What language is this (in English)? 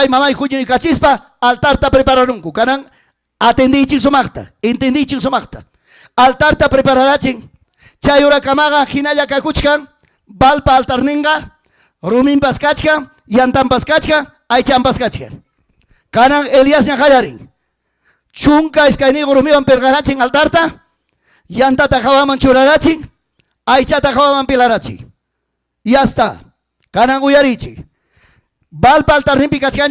Ayacucho Quechua